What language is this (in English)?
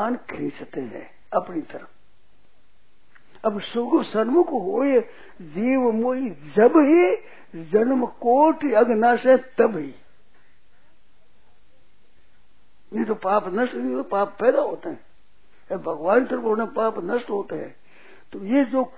Hindi